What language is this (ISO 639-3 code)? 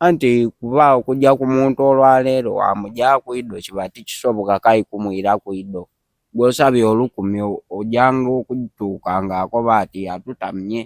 xog